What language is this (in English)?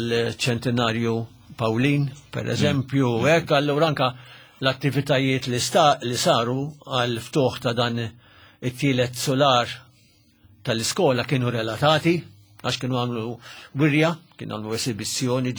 Maltese